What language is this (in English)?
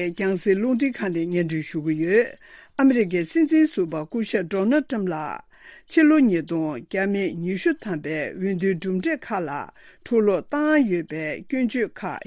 Tibetan